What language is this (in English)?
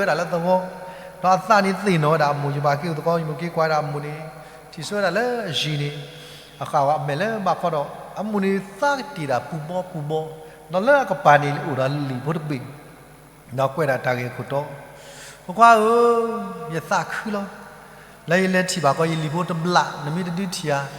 S'gaw Karen